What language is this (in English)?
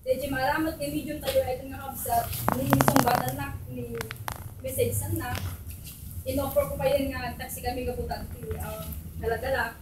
Iloko